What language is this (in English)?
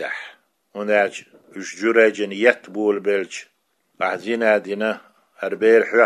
Chechen